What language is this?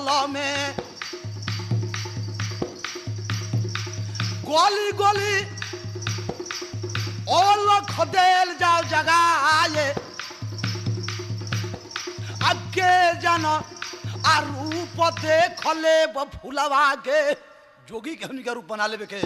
Bhojpuri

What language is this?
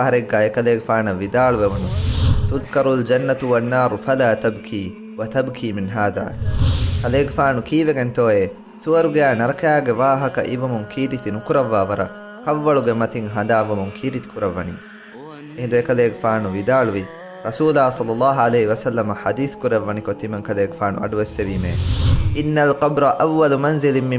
Divehi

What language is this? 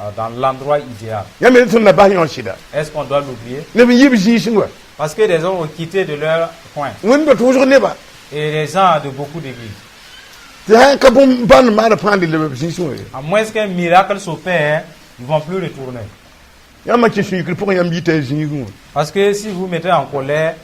Mossi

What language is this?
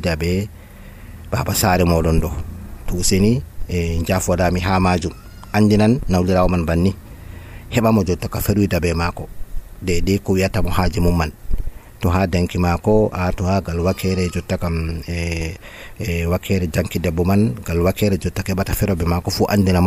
Nigerian Fulfulde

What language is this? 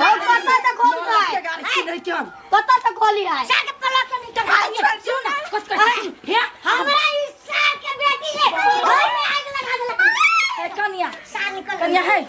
Maithili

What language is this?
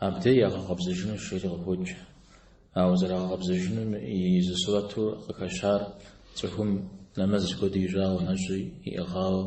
Kabardian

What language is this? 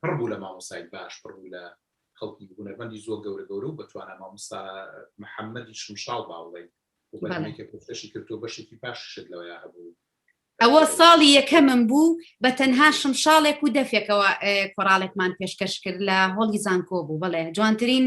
Central Kurdish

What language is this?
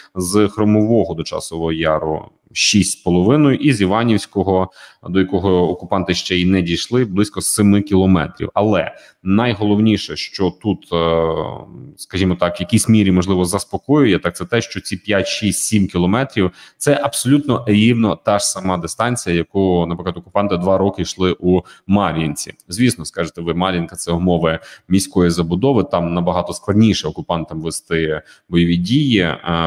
Ukrainian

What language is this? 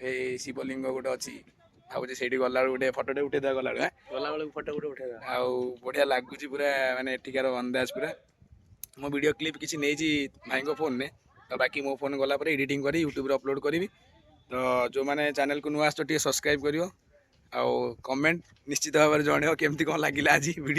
Odia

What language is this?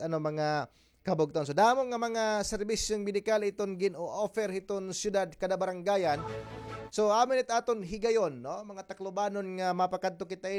Waray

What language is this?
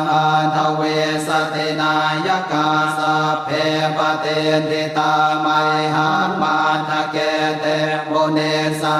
Pali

